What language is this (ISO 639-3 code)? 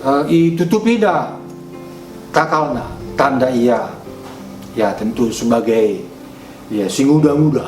btx